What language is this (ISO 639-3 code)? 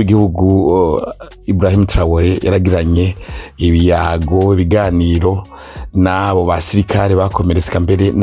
run